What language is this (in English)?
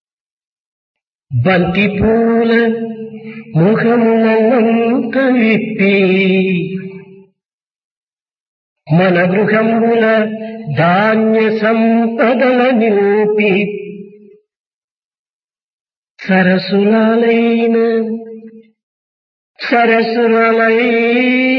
Telugu